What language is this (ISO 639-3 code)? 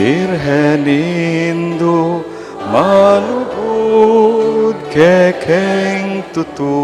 pam